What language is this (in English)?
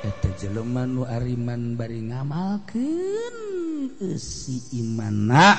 Sundanese